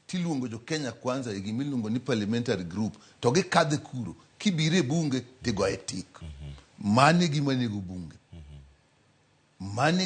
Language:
Luo (Kenya and Tanzania)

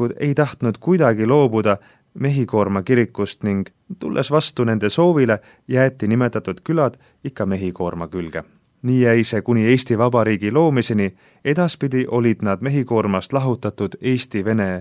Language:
Estonian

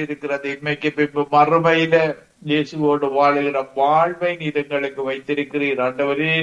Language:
Tamil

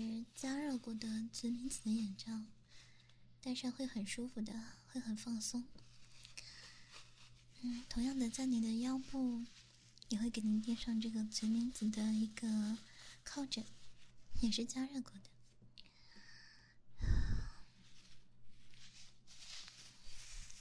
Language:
Chinese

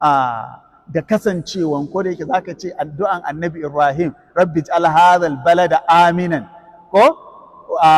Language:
Hausa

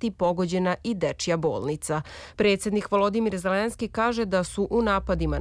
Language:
Serbian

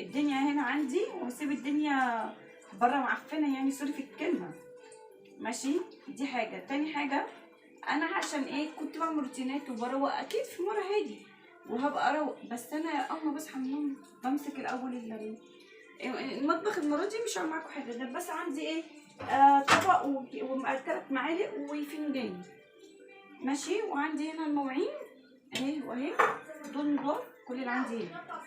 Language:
Egyptian Arabic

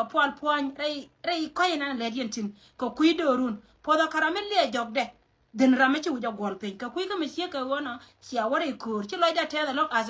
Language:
Nuer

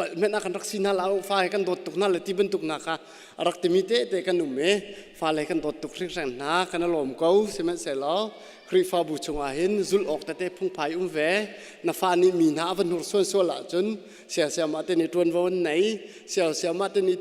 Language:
Hakha Chin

